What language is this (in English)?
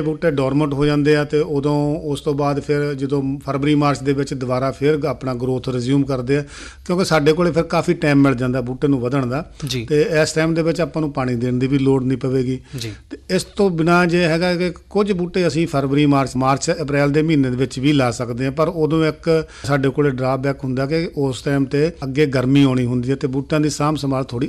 Punjabi